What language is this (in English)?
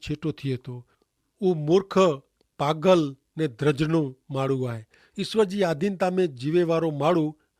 Kachhi